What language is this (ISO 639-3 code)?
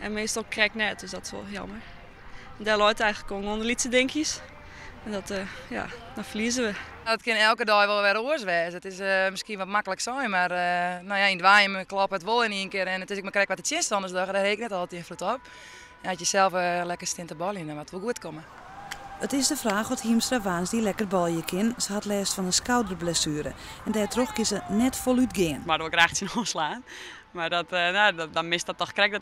fry